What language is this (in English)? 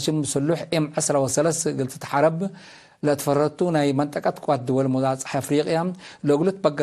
Tigre